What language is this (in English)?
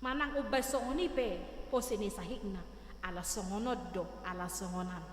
Batak Toba